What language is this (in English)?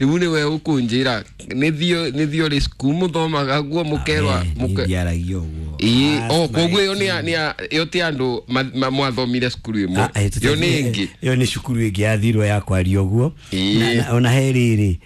Kikuyu